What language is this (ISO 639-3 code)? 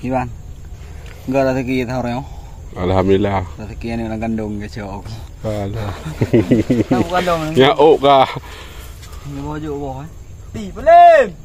ace